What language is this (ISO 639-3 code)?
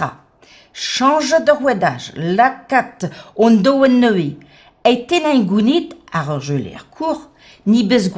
bre